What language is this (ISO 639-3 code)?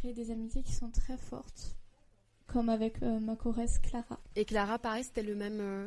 fra